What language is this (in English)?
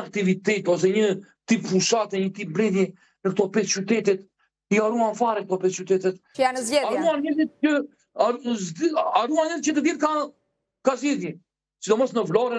Albanian